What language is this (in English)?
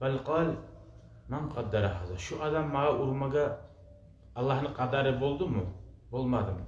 Kumyk